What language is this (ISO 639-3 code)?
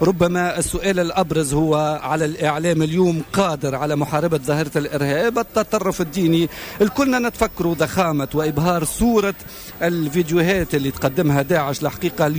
aeb